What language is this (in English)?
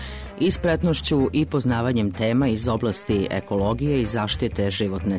Serbian